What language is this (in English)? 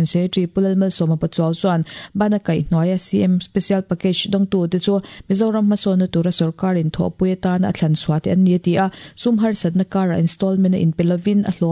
Mizo